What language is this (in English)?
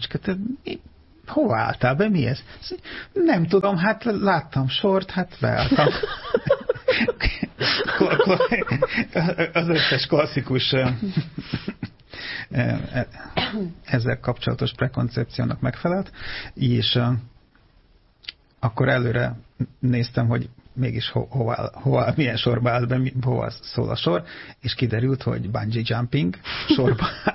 Hungarian